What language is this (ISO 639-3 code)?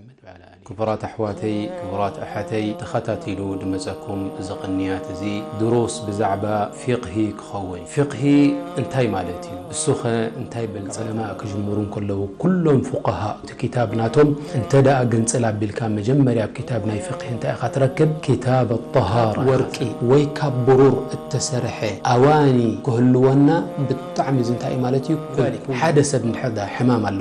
tir